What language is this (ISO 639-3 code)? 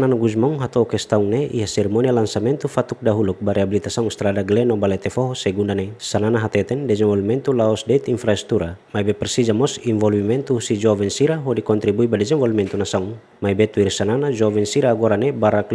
tet